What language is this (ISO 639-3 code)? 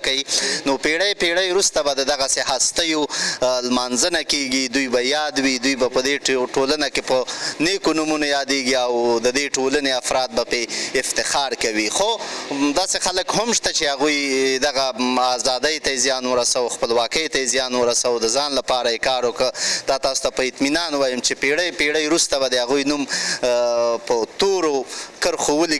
pus